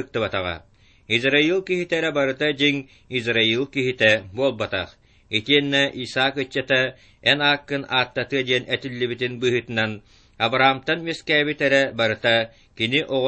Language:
Yakut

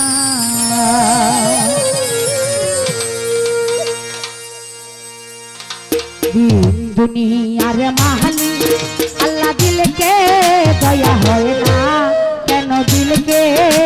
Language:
Bangla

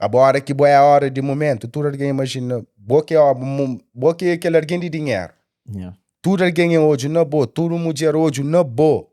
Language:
Kabuverdianu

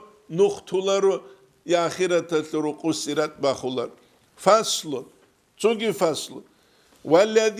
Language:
Avaric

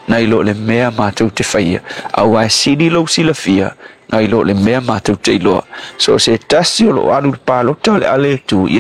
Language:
Samoan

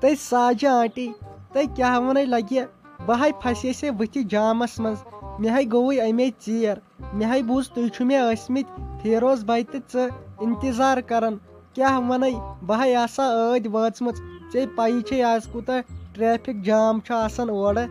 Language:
Kashmiri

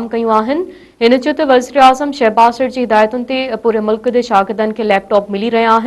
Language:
Sindhi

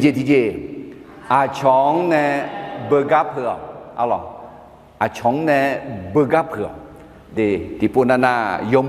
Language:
Akha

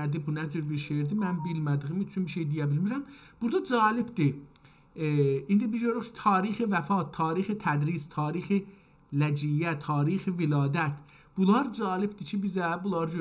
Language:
South Azerbaijani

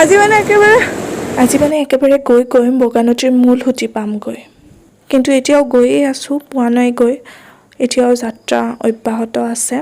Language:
Assamese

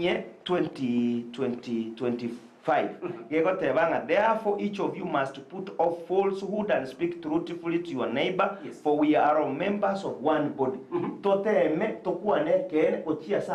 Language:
Gusii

